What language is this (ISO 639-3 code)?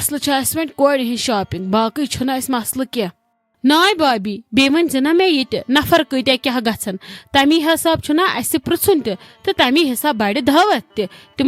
kas